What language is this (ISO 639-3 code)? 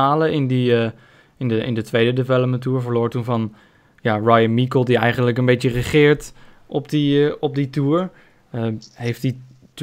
nld